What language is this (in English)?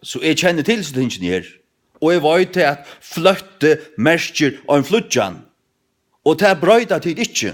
Faroese